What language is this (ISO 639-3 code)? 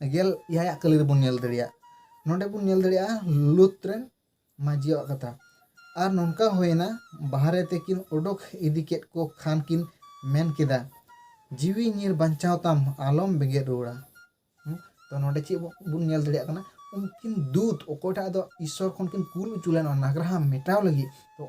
sat